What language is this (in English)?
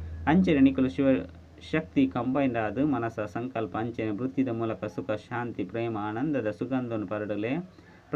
Tulu